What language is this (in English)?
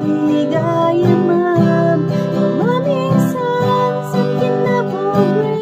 Kankanaey